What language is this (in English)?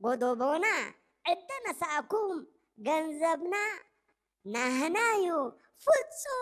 Tigrinya